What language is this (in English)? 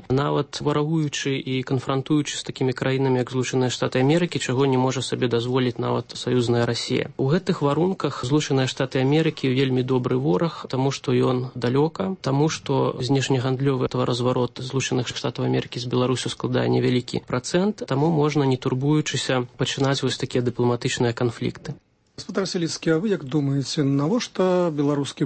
Belarusian